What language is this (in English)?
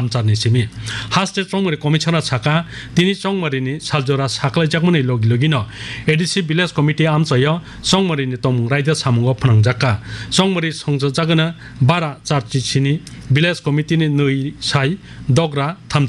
Kok Borok